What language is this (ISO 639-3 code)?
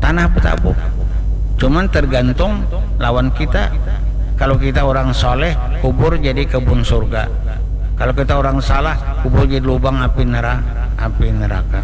bjn